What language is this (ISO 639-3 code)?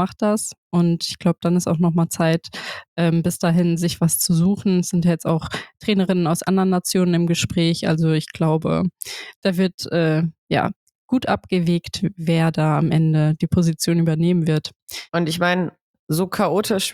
deu